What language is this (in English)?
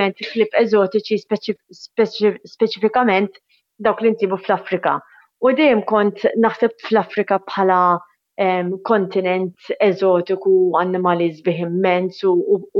Maltese